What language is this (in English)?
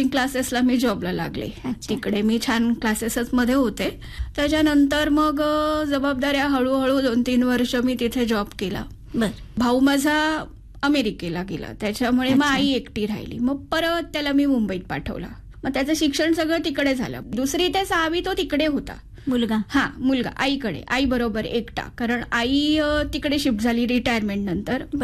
Marathi